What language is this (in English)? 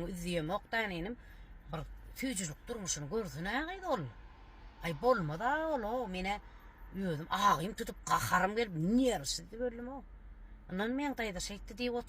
Turkmen